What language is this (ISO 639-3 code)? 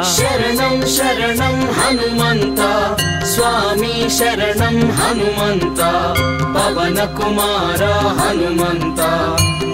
tel